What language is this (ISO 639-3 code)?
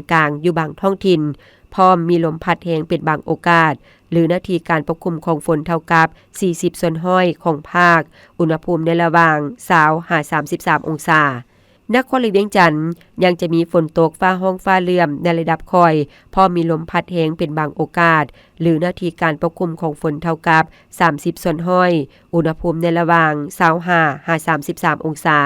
lao